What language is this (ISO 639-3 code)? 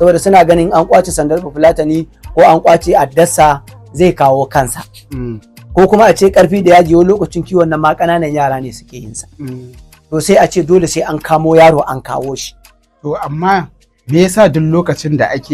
hau